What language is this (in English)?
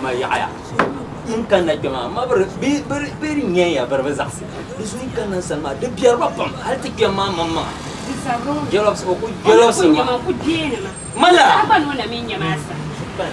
Dagbani